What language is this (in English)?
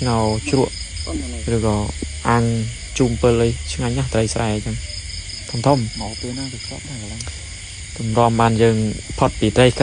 Khmer